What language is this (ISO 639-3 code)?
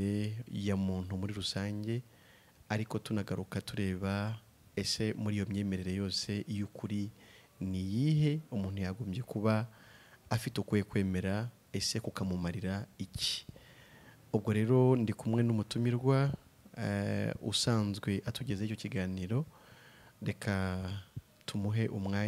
kin